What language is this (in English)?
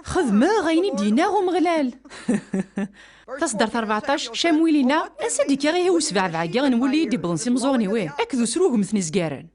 Kabyle